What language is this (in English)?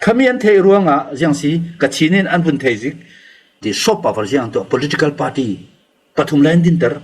Falam Chin